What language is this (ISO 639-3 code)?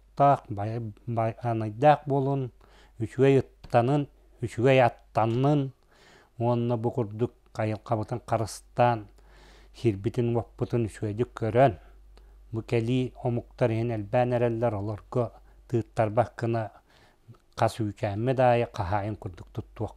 sah